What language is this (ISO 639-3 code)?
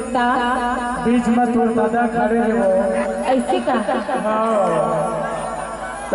hne